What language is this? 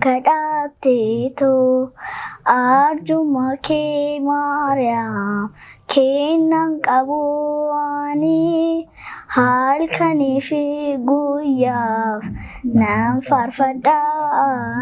Oromo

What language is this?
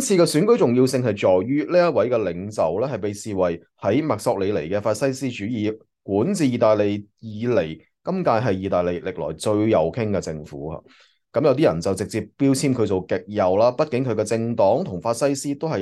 Cantonese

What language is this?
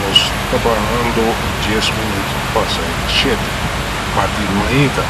Papiamento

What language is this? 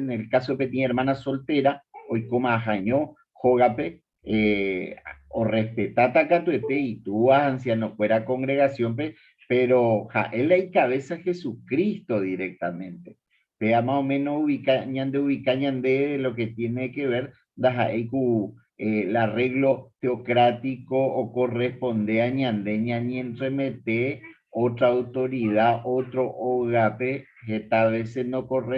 Guarani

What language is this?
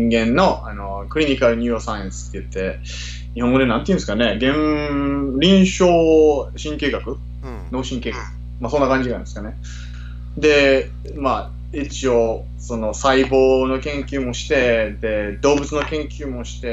Japanese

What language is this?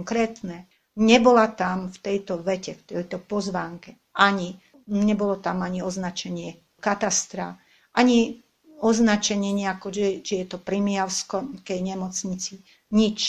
Slovak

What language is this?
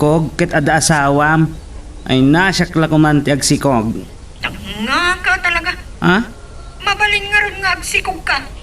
Iloko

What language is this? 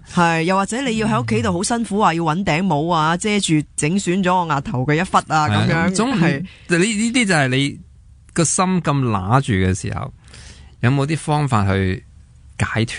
Cantonese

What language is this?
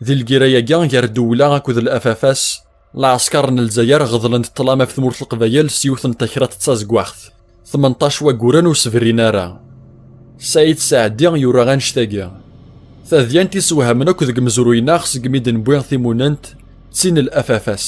Kabyle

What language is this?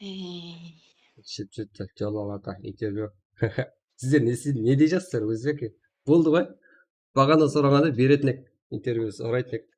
Kara-Kalpak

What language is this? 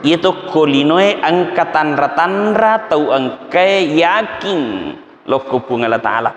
Buginese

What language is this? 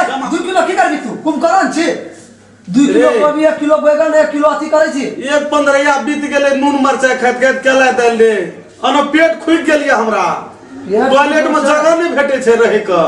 Maithili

